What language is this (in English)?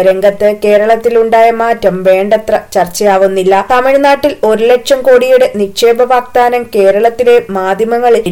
Malayalam